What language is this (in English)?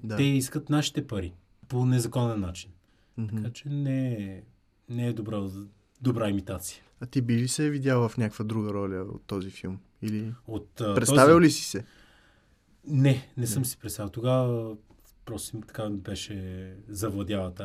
Bulgarian